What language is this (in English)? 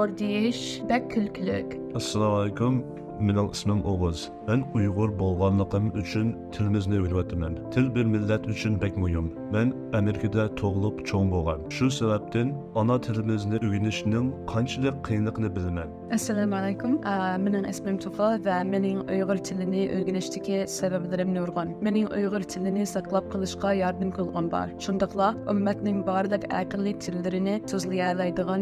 Uyghur